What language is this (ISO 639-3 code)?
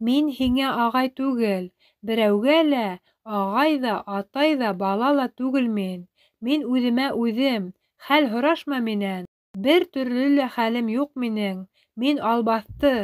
bak